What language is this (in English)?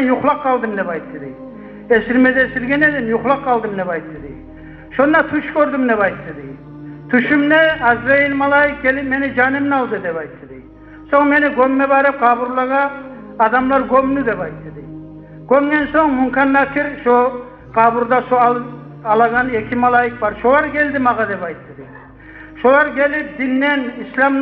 Kumyk